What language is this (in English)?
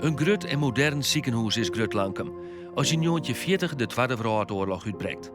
Western Frisian